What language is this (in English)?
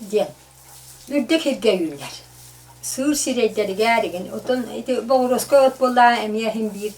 Yakut